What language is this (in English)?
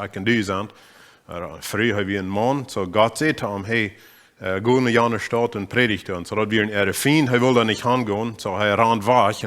Plautdietsch